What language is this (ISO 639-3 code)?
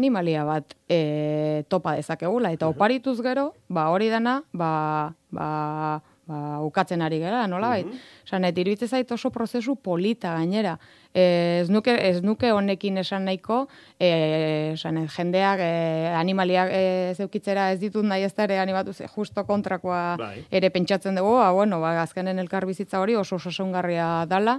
eus